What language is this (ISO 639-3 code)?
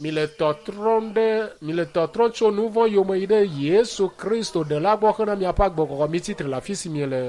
ewe